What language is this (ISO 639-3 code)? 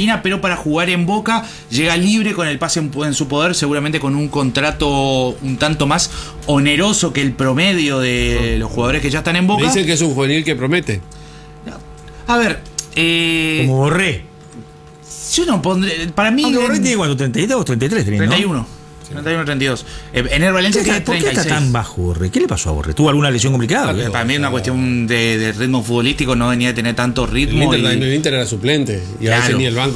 spa